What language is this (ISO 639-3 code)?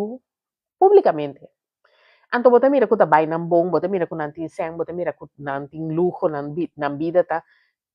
pap